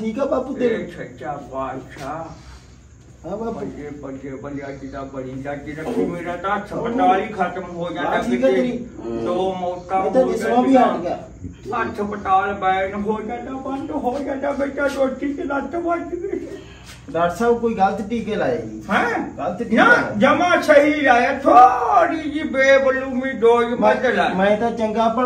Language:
Punjabi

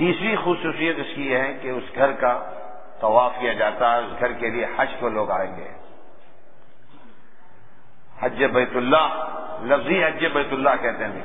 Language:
Urdu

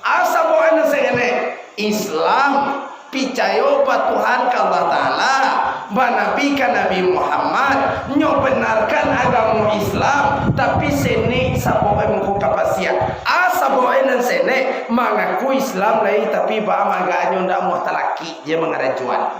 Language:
Minangkabau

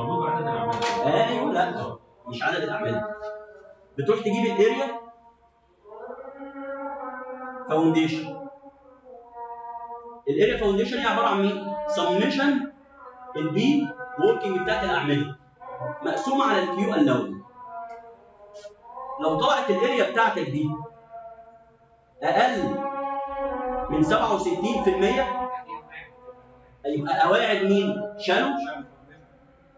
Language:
Egyptian Arabic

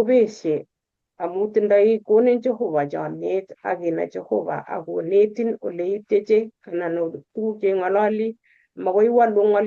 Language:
Kalenjin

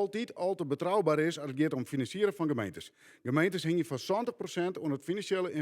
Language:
Western Frisian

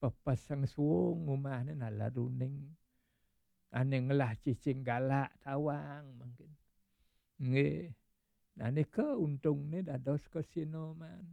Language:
Balinese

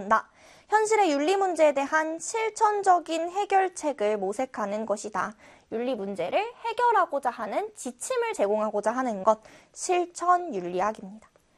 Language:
Korean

